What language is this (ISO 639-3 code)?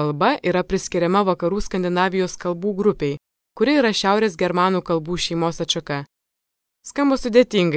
lit